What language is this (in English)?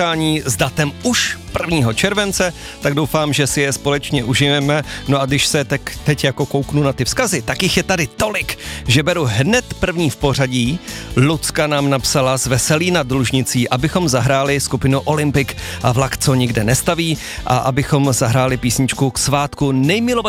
Czech